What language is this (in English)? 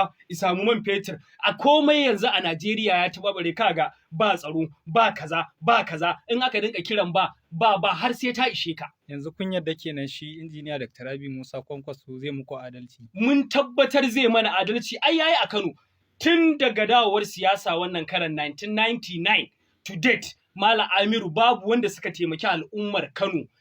Hausa